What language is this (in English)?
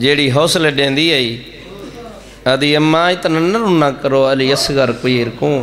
Saraiki